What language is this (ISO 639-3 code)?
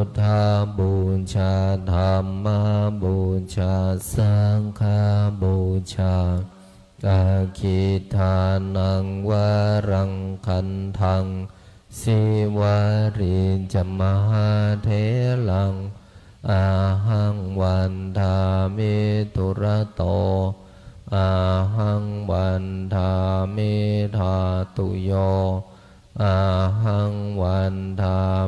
pli